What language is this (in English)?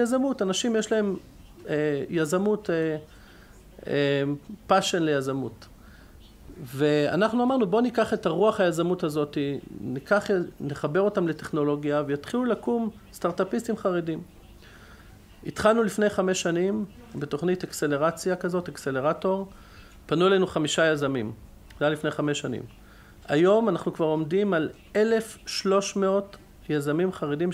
Hebrew